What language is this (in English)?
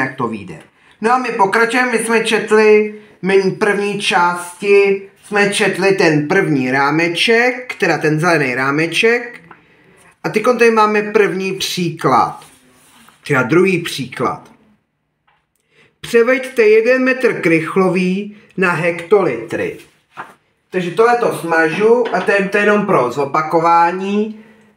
Czech